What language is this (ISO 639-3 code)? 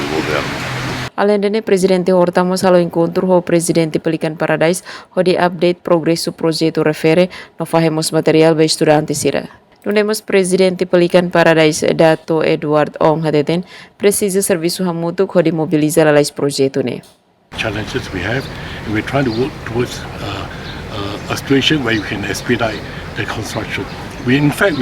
tet